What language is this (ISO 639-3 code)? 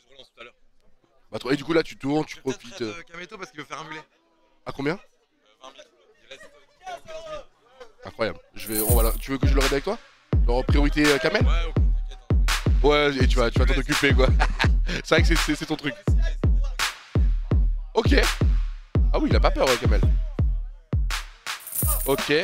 fra